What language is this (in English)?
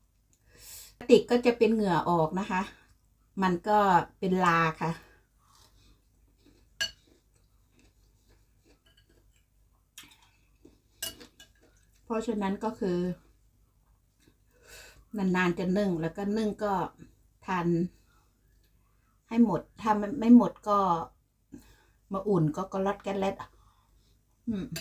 Thai